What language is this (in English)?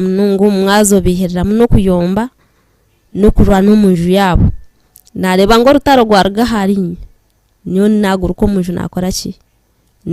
Nyankole